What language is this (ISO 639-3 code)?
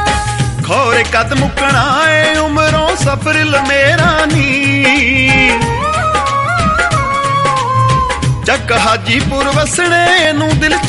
pan